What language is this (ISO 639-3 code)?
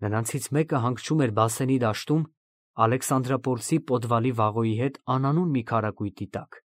hye